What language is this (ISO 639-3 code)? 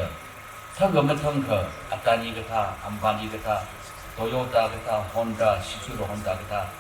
nmf